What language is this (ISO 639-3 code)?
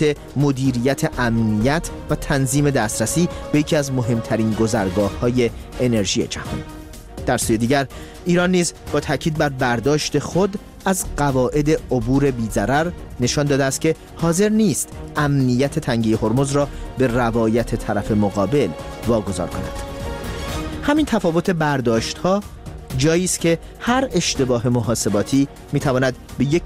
fas